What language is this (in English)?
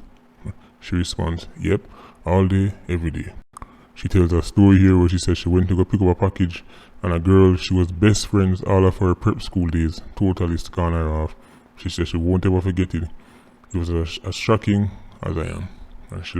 Jamaican Creole English